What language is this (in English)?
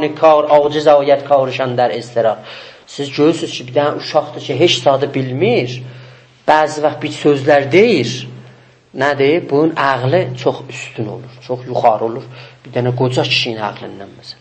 South Azerbaijani